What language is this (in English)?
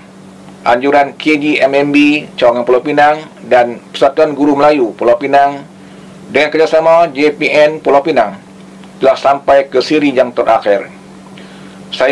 Malay